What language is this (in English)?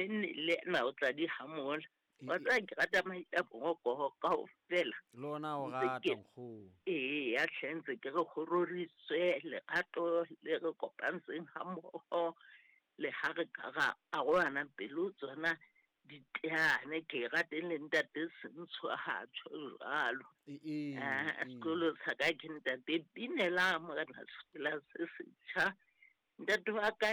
Southern Sotho